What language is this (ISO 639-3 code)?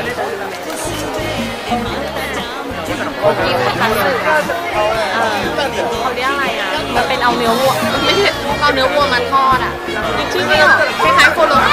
tha